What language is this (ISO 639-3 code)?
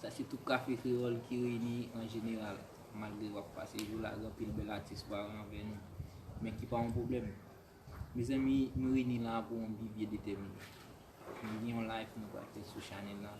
hat